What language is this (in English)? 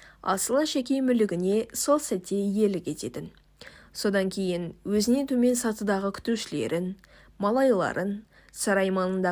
Kazakh